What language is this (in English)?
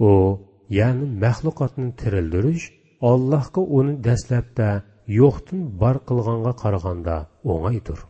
Uyghur